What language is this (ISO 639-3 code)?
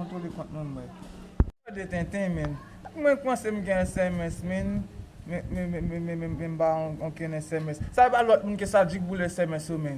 hat